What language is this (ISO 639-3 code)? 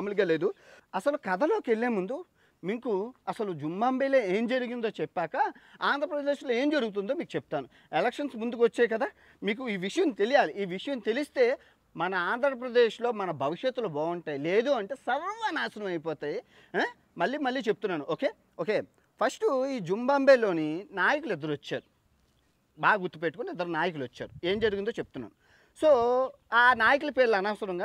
tel